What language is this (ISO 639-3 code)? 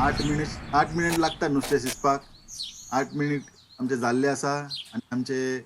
kok